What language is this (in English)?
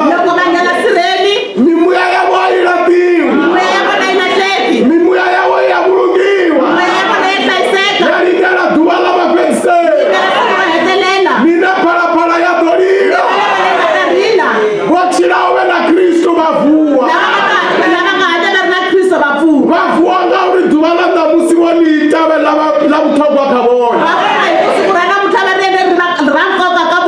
Venda